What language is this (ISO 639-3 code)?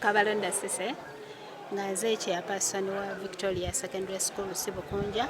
lug